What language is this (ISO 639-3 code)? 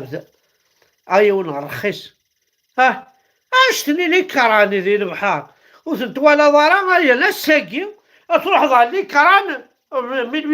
kab